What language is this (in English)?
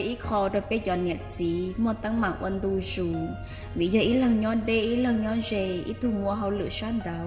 Hmong